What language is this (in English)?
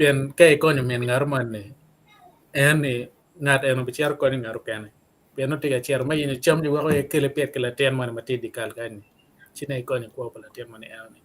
Acoli